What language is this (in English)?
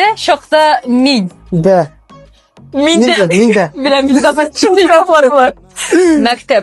Tatar